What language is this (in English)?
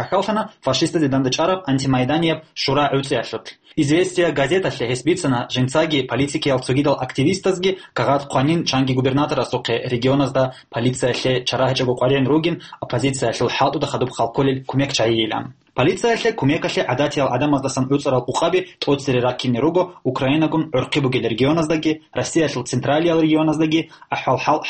Avaric